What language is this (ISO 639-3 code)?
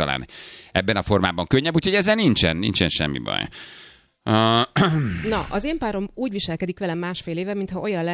hun